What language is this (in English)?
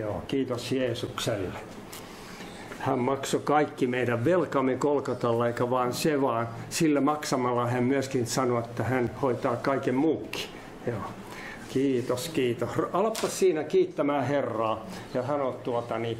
Finnish